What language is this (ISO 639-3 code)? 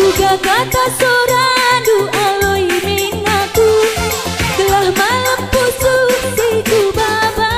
btx